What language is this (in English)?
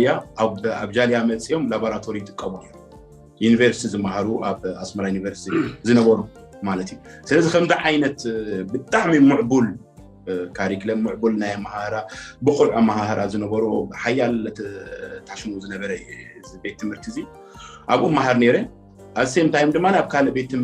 Tigrinya